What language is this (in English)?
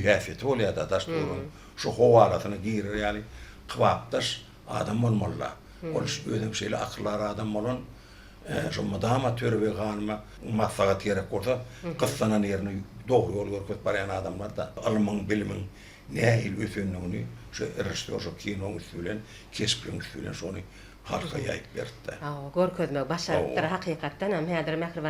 Turkmen